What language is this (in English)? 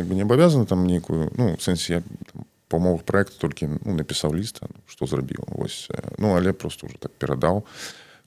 Belarusian